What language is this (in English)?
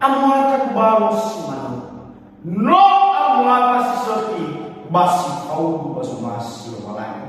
Nias